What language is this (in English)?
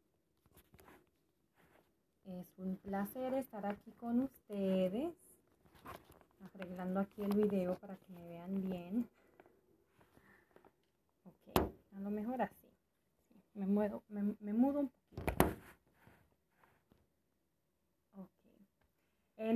Spanish